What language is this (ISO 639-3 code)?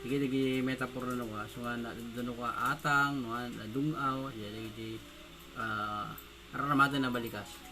ilo